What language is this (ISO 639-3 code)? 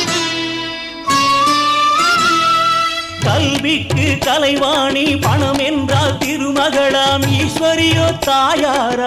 tam